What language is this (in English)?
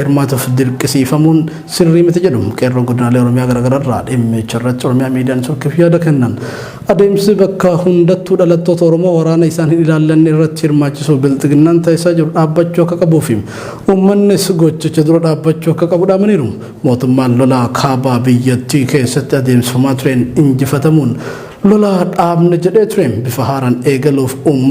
Oromo